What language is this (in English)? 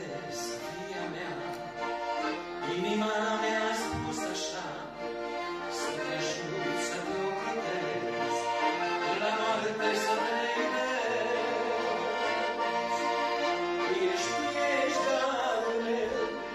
Romanian